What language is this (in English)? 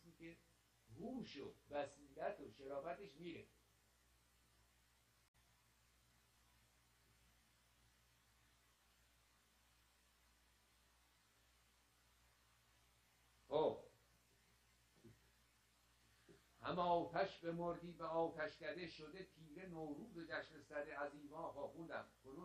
Persian